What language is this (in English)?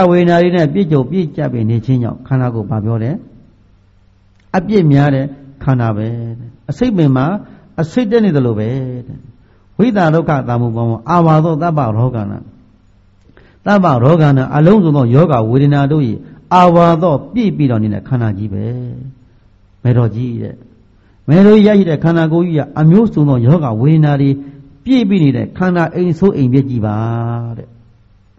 Burmese